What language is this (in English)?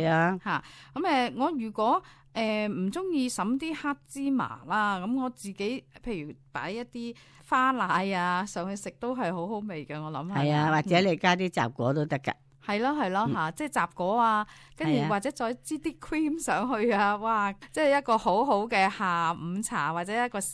Cantonese